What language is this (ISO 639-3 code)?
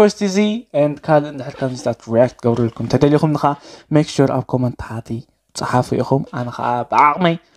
tir